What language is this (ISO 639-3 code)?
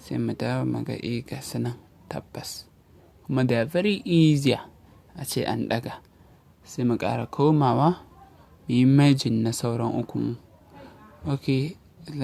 hau